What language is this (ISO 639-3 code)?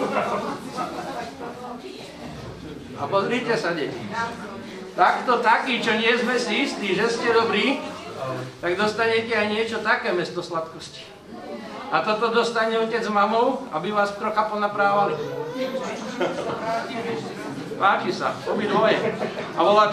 slk